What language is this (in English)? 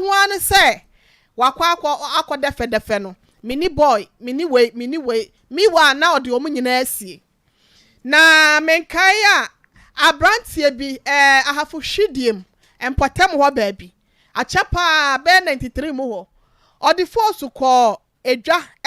Akan